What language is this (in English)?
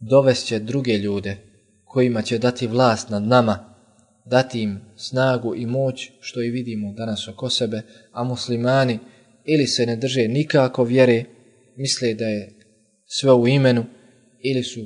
Bosnian